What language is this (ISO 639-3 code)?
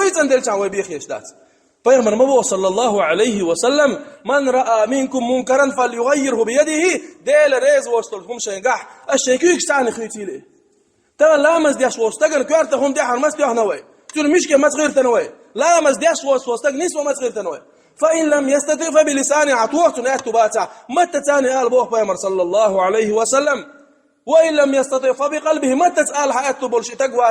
che